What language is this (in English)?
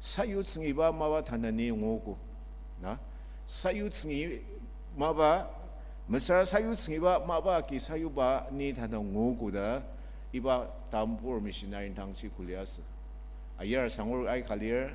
Ao Naga